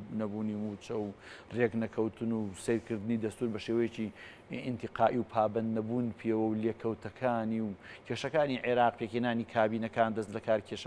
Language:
Central Kurdish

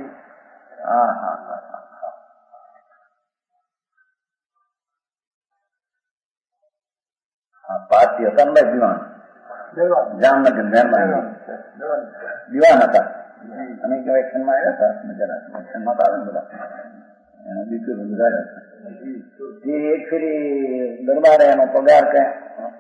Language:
Gujarati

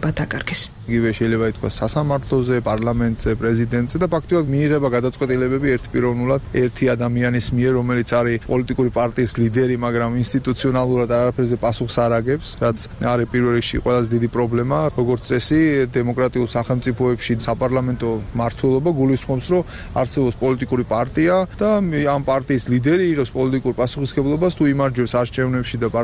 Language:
Georgian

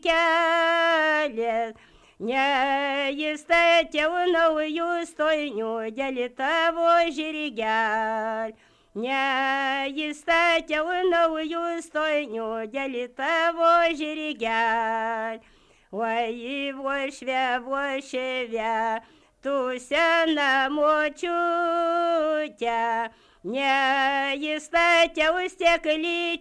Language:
Lithuanian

